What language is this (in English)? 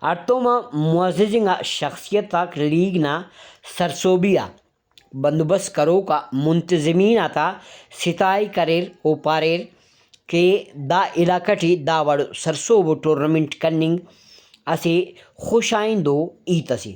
Brahui